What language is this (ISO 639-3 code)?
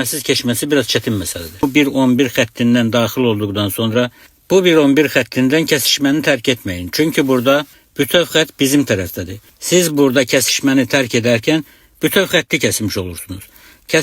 aze